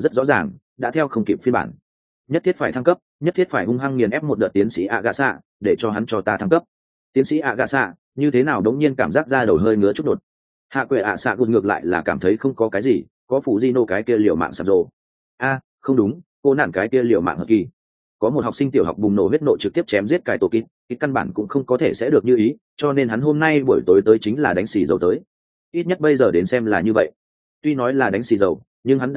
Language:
Vietnamese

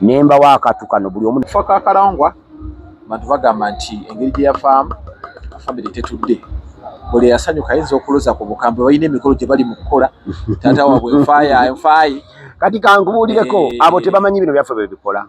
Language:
Ganda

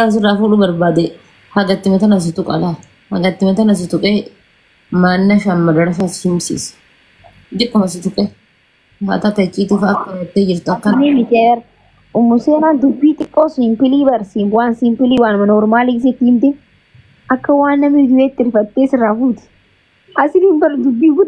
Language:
Oromo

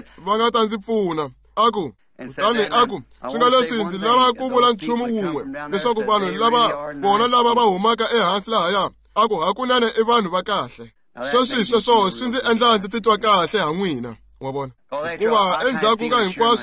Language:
Tsonga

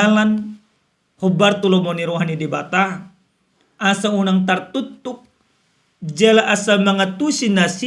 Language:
Batak Toba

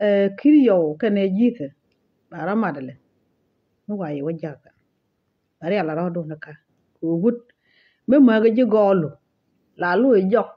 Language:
Nuer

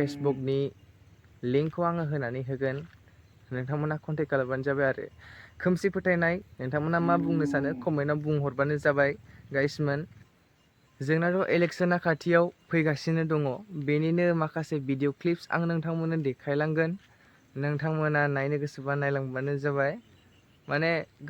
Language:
Bodo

